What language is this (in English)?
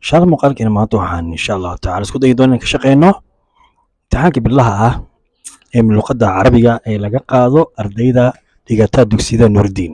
Somali